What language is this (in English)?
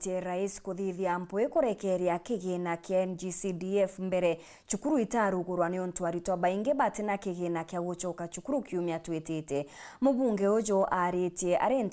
Meru